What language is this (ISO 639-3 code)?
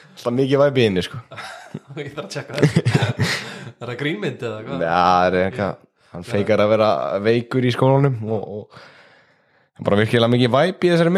isl